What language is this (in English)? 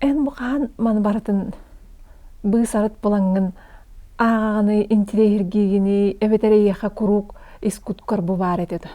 Yakut